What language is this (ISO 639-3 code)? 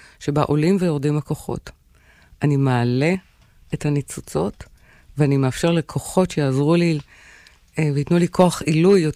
heb